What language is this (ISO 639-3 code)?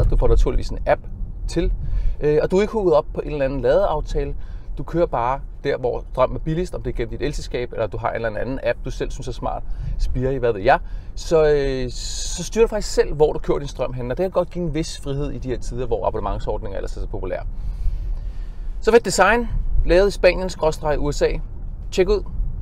dan